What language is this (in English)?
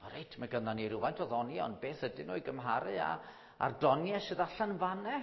Welsh